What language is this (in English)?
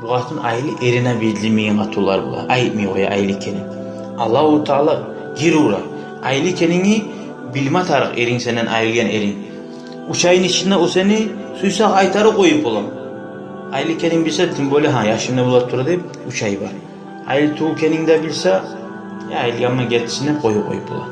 Kumyk